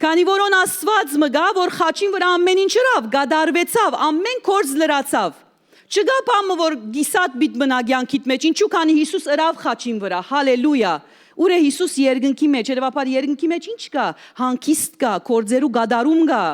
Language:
Western Armenian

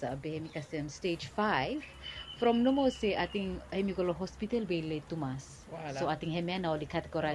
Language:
Bislama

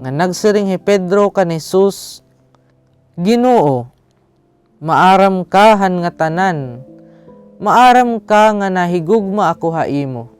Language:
Waray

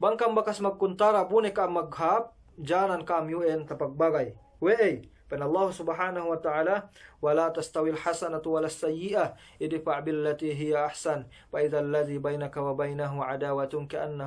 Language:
Yakan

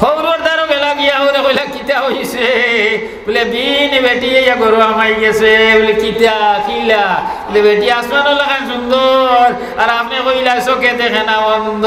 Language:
Sylheti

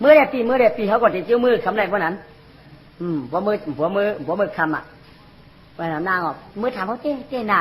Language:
Shan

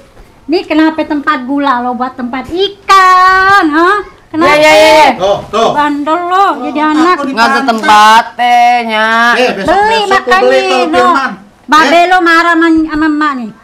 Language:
Betawi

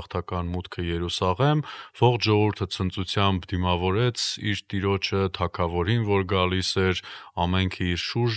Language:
Armenian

